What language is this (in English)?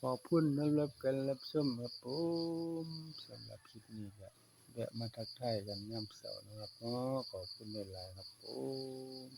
Northeastern Thai